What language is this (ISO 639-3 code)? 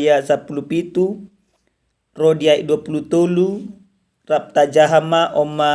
bbc